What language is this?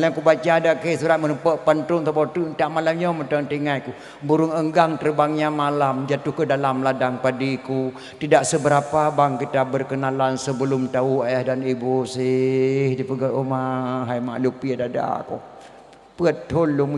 Achinese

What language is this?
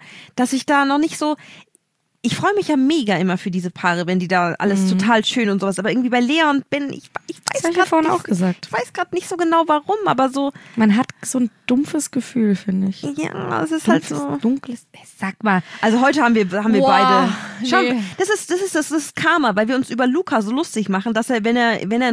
German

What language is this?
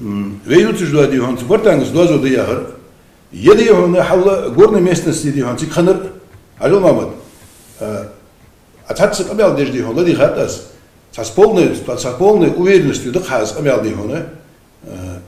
Ingush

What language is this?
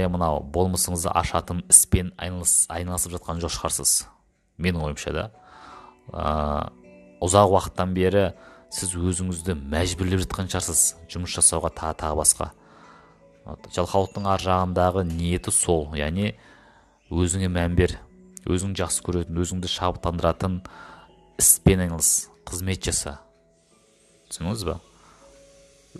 Kazakh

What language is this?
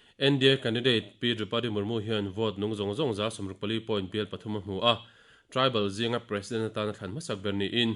Mizo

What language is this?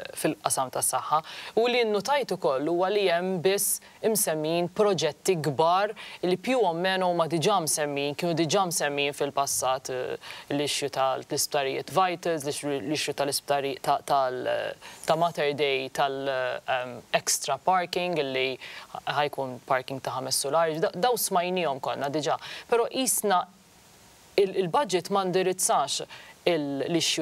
Maltese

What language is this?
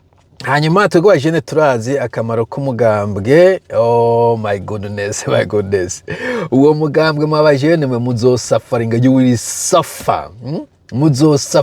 Rundi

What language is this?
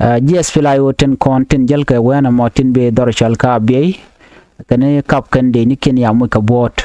Nuer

